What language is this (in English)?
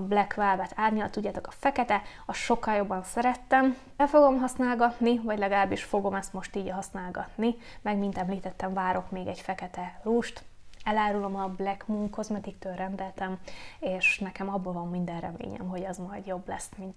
Hungarian